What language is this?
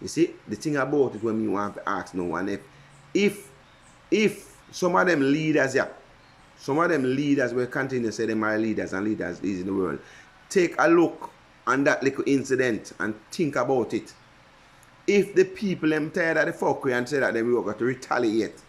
Jamaican Creole English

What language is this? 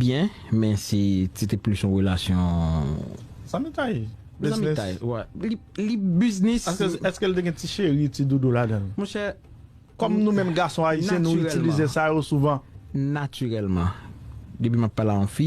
Haitian Creole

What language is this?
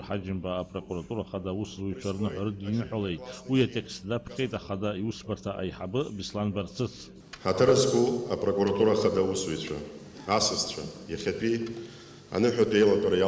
Abkhazian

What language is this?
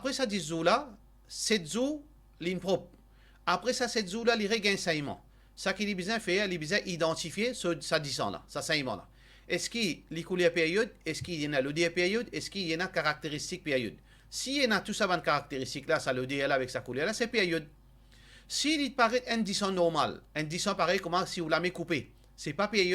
Morisyen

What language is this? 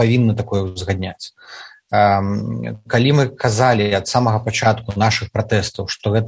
Belarusian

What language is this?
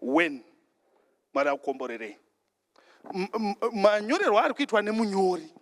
Shona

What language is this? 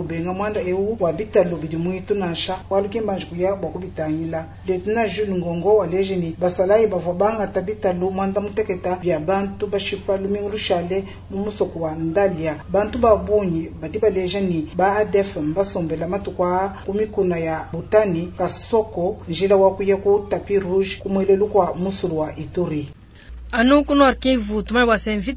Luba-Lulua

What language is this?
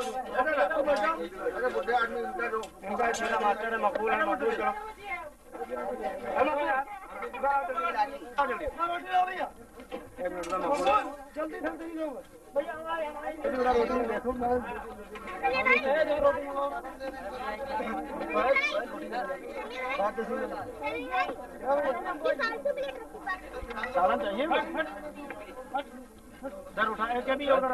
Urdu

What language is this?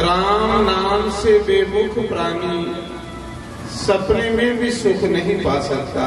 Dogri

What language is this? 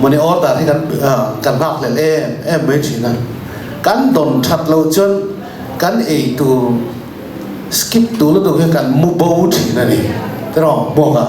Mizo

